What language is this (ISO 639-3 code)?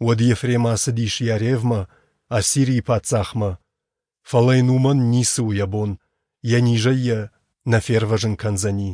oss